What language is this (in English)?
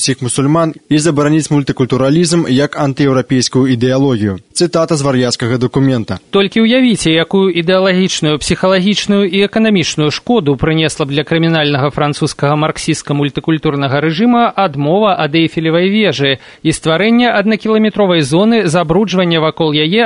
Belarusian